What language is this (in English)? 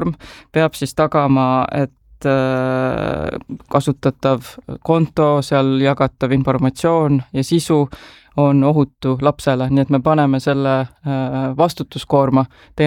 Estonian